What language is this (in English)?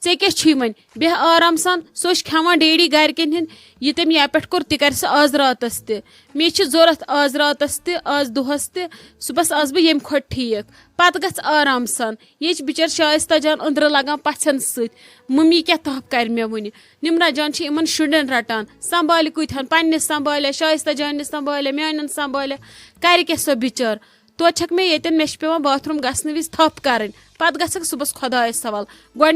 Kashmiri